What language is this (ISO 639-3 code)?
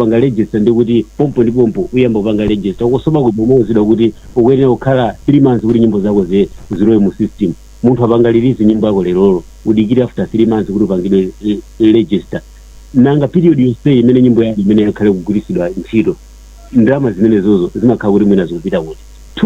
nya